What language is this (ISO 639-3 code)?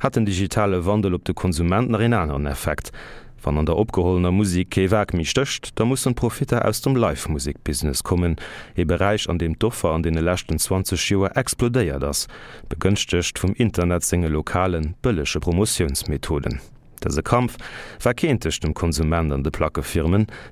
ltz